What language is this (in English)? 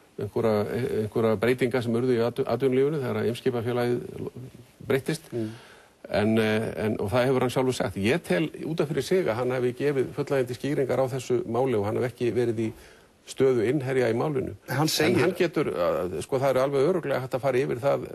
Icelandic